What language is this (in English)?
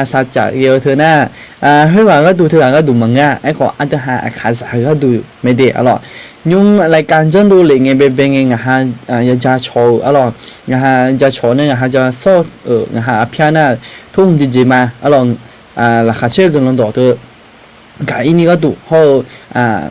Akha